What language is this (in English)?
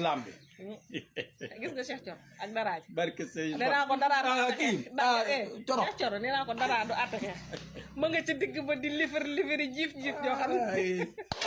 Wolof